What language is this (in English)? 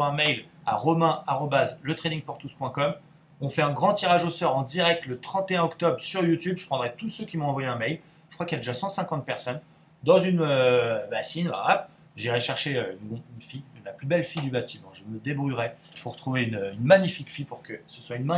French